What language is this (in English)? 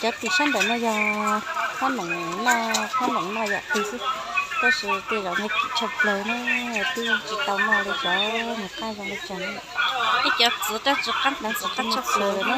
Hmong